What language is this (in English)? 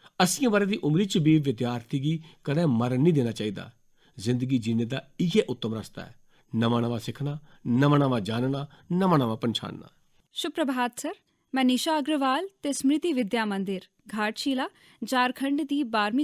Dogri